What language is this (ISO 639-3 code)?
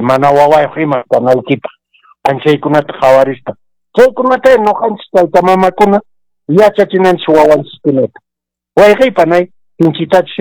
que